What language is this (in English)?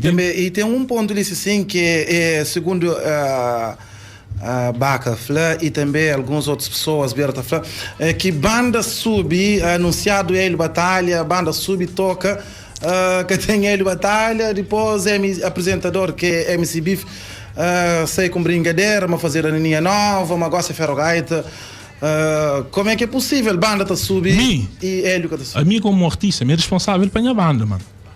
Kabuverdianu